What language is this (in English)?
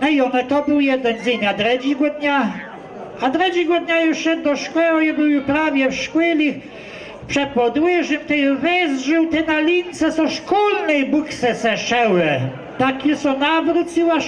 Kashubian